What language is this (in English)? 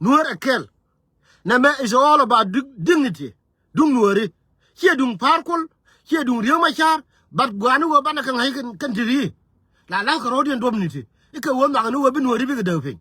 Nuer